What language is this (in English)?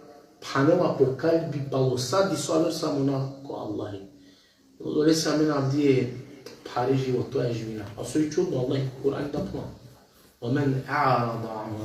Balkan Romani